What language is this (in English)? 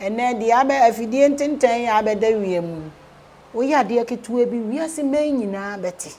Akan